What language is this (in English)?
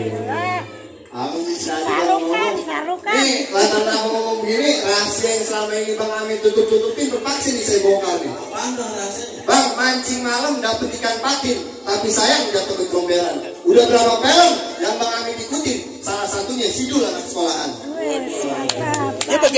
Betawi